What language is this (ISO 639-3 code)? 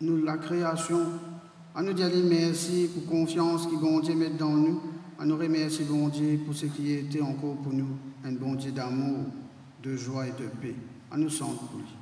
mfe